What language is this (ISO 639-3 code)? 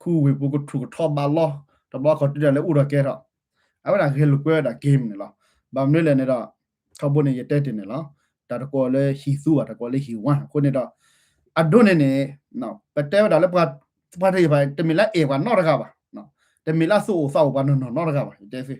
ksw